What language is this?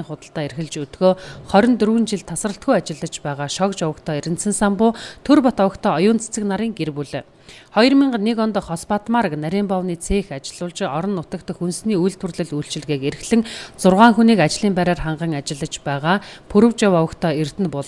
Mongolian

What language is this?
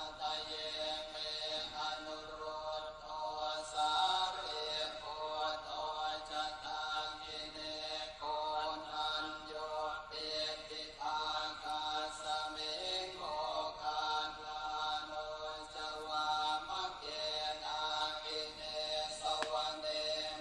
Pali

